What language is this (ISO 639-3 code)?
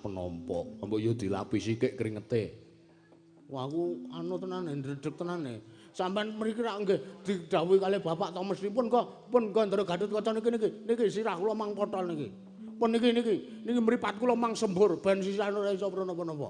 jav